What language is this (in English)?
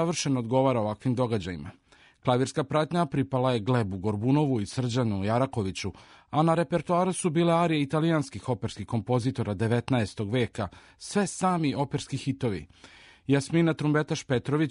Serbian